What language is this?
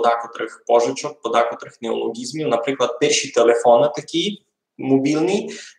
Rusyn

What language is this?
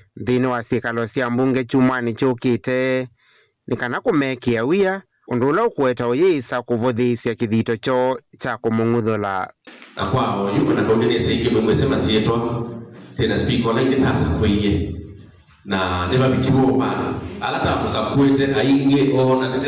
Kamba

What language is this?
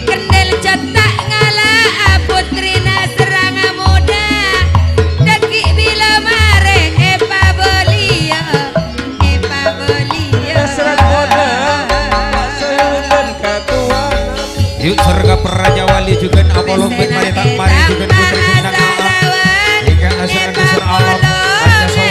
Madurese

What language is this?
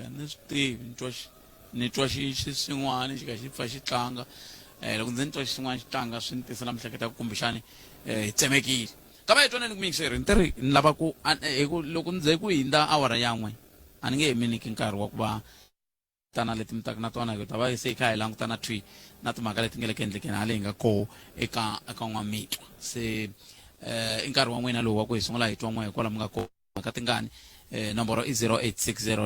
Tsonga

